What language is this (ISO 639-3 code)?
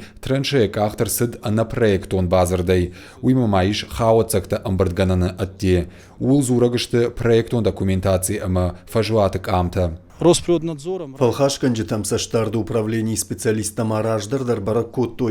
oss